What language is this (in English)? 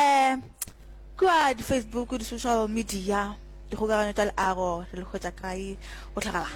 Northern Sotho